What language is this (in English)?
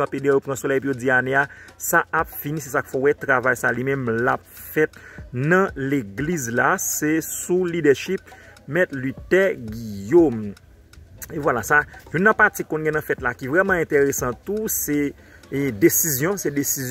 Haitian Creole